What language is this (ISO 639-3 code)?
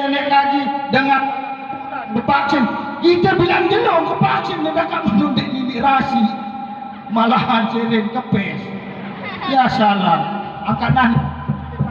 sas